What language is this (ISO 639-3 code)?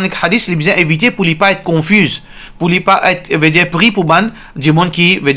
mfe